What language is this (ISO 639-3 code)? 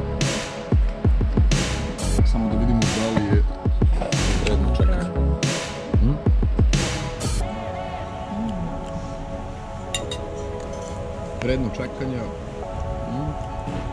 srp